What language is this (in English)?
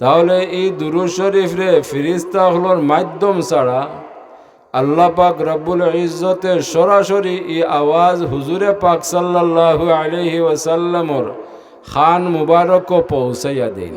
Sylheti